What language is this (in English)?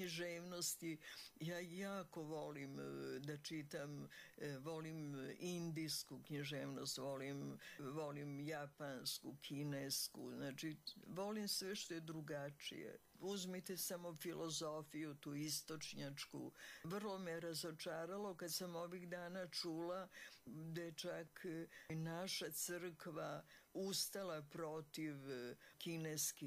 Serbian